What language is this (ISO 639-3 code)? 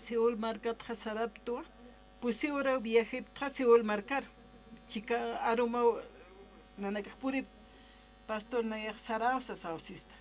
aym